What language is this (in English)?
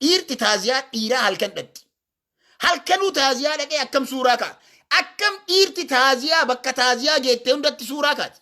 Oromo